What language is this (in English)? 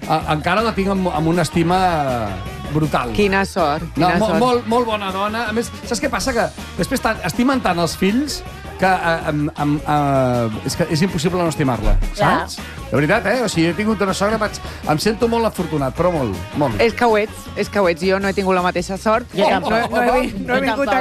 Catalan